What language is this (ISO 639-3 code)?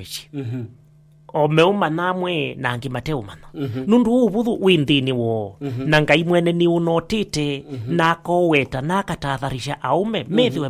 kam